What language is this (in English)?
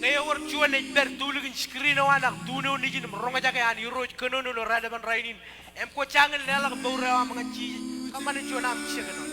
Marshallese